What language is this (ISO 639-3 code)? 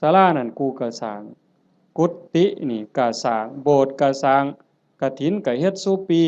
tts